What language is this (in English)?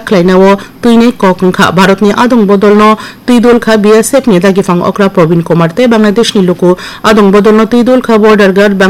Kok Borok